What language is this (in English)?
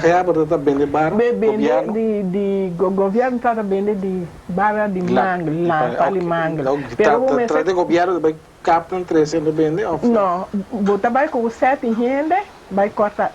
Papiamento